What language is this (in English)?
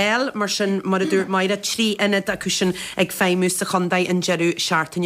Irish